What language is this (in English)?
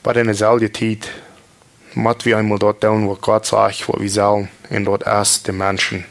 Plautdietsch